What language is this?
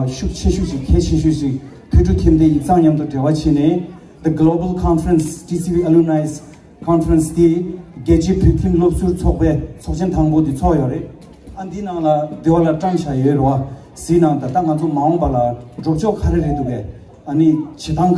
Tibetan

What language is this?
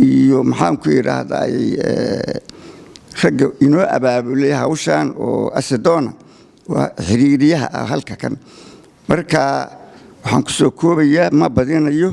Somali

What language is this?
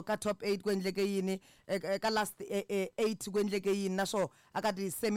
Tsonga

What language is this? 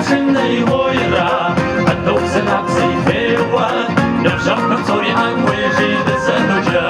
Kabardian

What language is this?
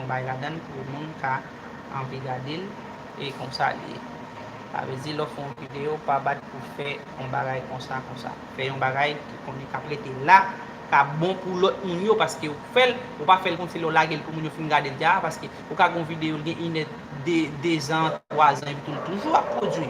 Haitian Creole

